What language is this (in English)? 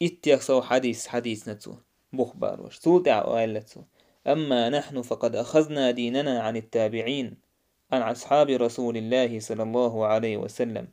Chechen